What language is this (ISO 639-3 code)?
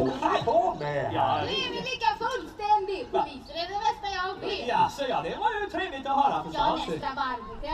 swe